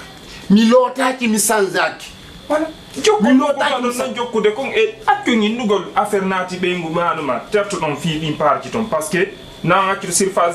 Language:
Fula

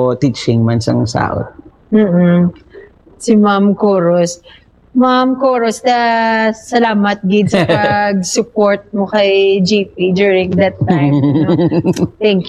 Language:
Hiligaynon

